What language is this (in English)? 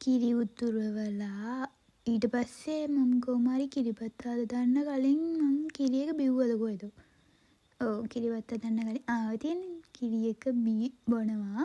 Sinhala